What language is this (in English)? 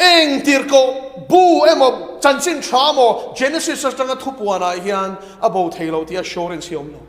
Mizo